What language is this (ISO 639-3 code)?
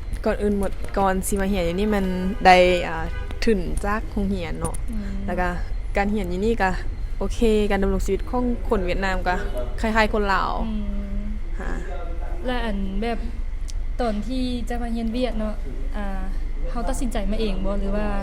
lao